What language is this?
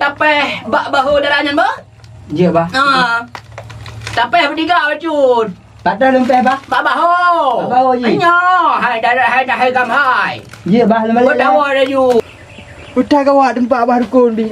Achinese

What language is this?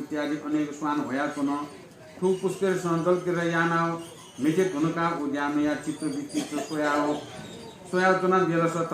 Newari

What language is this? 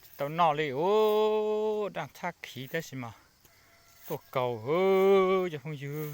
Hmong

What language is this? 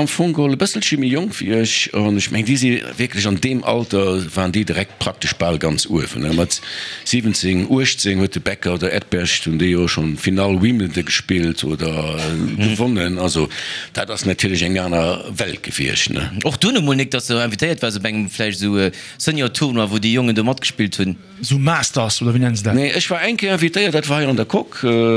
Luxembourgish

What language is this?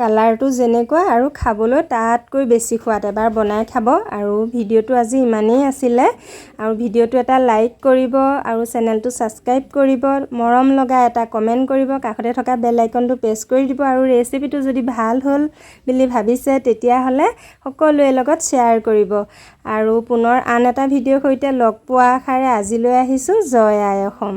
Assamese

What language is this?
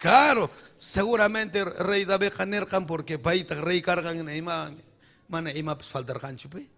Ayacucho Quechua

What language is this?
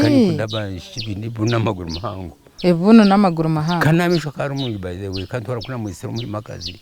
Nyankole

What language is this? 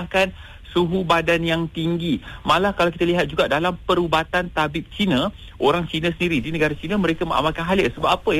Malay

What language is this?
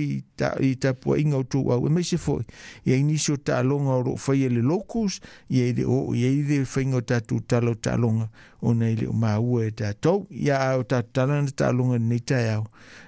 Samoan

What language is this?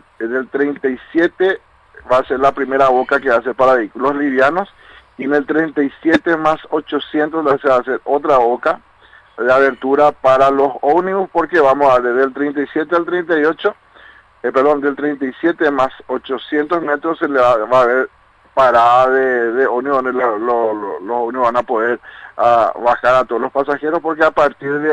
Spanish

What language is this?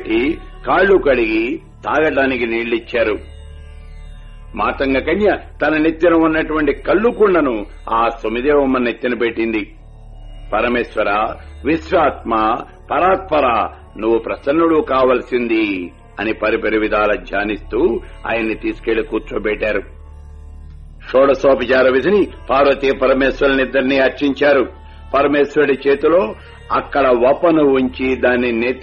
Telugu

